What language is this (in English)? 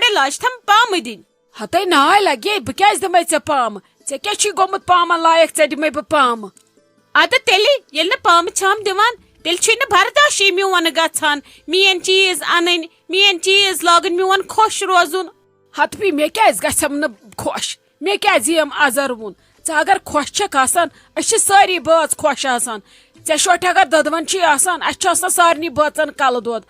Kashmiri